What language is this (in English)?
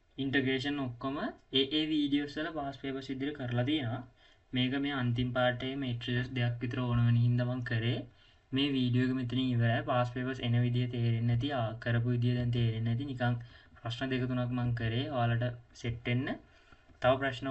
Sinhala